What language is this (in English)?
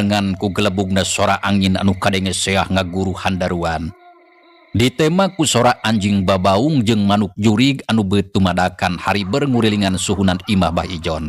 Sundanese